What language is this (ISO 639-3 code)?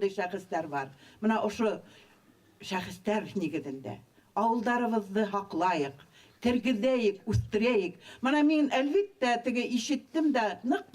bak